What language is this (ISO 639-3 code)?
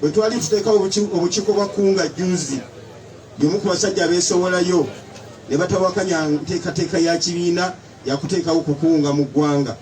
lug